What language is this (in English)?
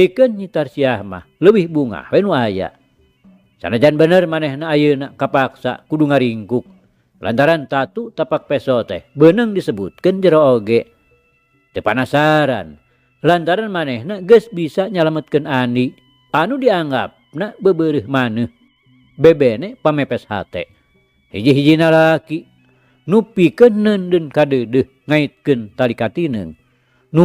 Sundanese